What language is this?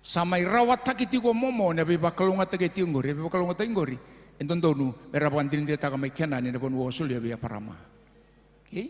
Fijian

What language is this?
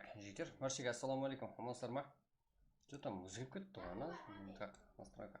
Kara-Kalpak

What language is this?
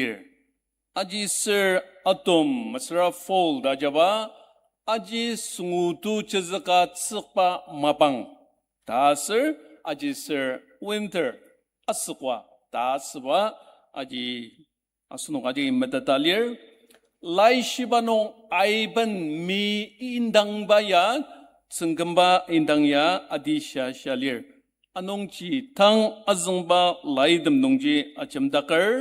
Ao Naga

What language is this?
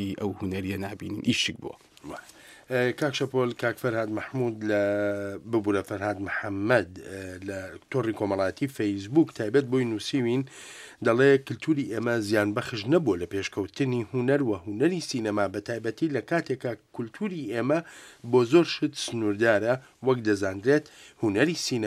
Central Kurdish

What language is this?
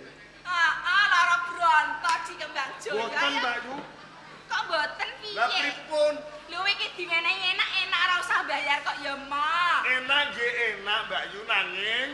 Javanese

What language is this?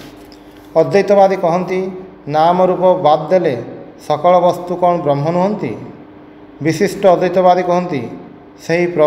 Odia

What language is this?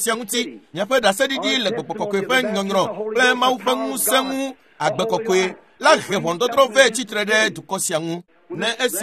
Ewe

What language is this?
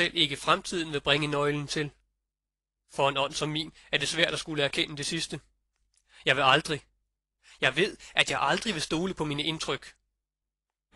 Danish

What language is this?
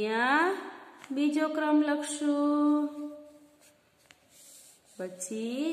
Gujarati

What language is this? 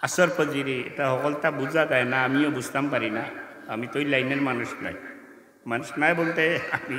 Sylheti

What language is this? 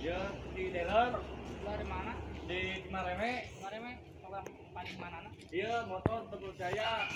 Sundanese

